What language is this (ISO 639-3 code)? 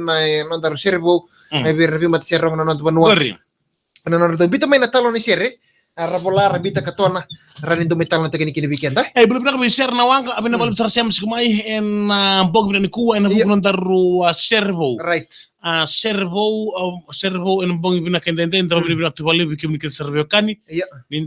fij